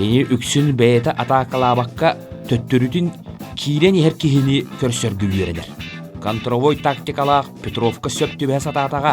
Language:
Yakut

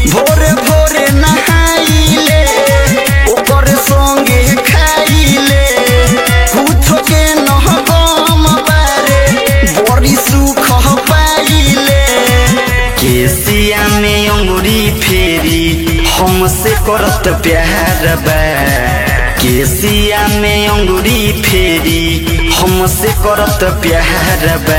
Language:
Bhojpuri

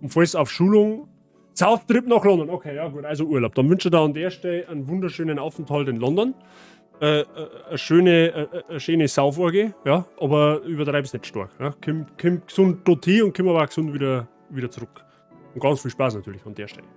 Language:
Bavarian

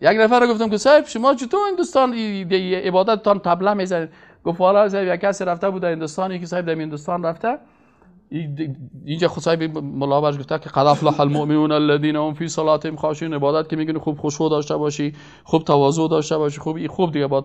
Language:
Persian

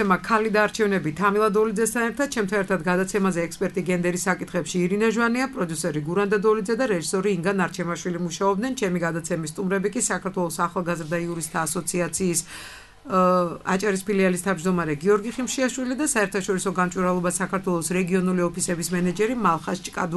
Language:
Georgian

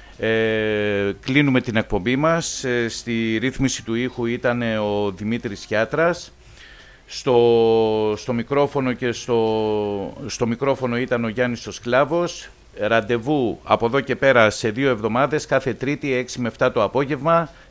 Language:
Greek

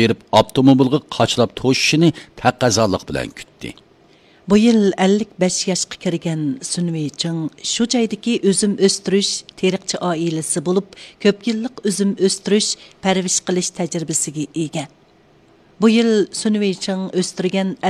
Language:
Uyghur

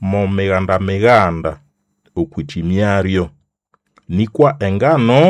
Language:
Nande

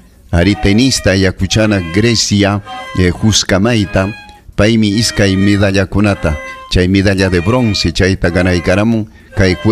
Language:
Ayacucho Quechua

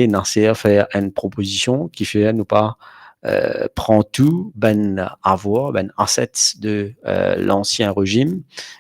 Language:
Morisyen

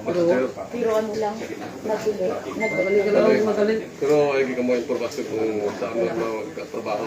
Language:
Hiligaynon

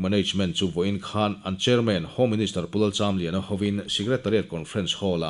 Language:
Mizo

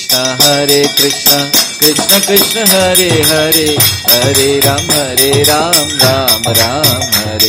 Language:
Hindi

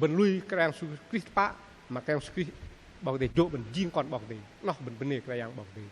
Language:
Bahnar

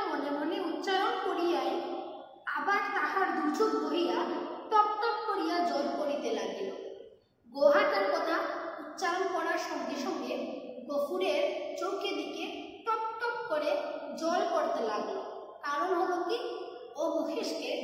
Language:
Bangla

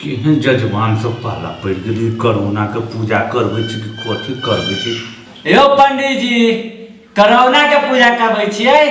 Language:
Maithili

